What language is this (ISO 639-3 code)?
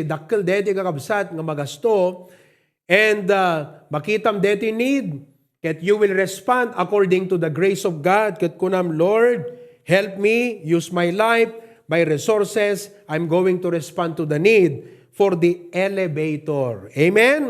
ilo